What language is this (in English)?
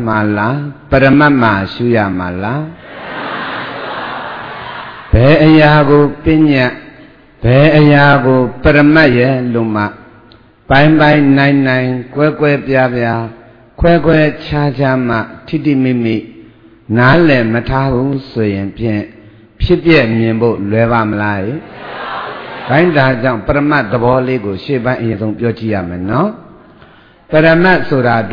Burmese